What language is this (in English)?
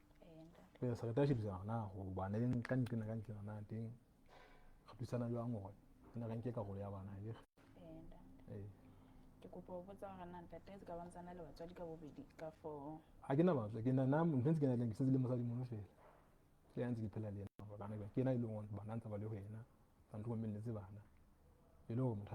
Southern Sotho